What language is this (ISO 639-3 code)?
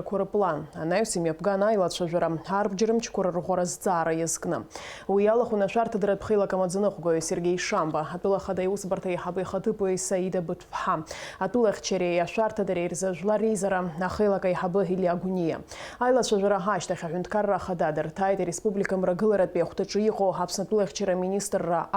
abk